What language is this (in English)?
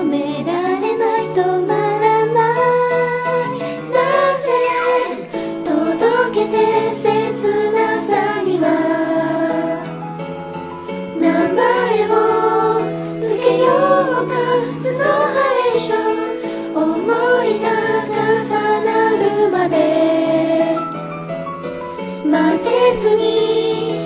Japanese